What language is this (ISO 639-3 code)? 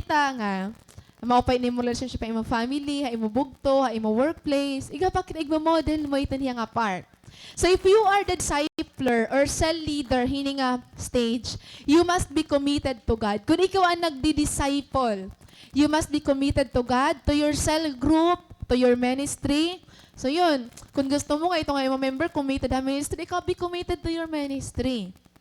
war